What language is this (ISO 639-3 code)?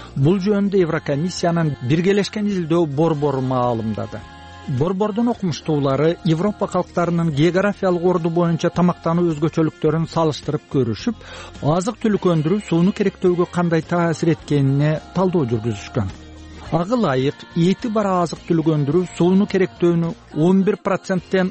kir